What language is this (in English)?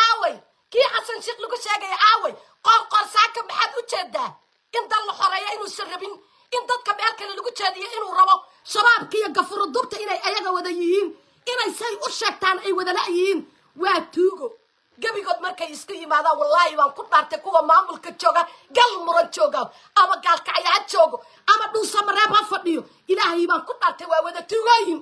Somali